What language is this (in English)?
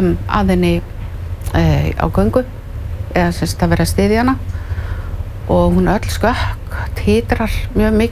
Icelandic